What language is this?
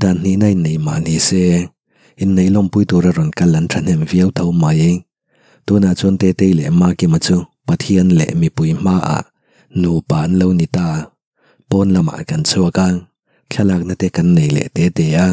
Mizo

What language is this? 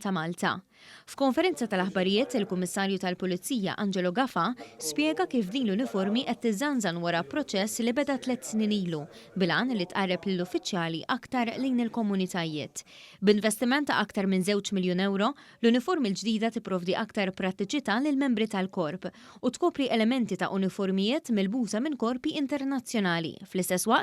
Maltese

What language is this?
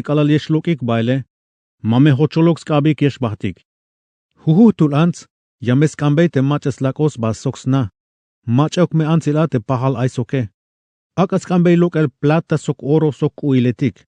Tzeltal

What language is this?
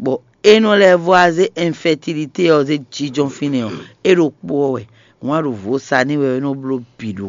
Fon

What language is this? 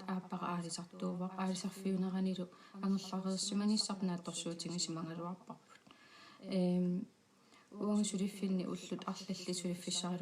Kalaallisut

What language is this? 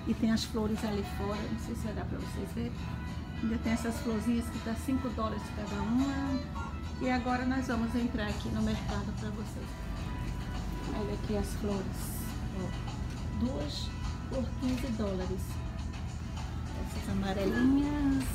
Portuguese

